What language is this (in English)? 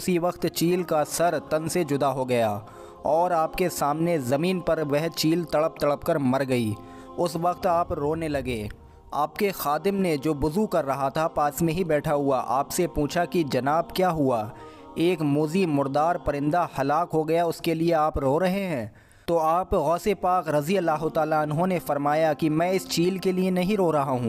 Urdu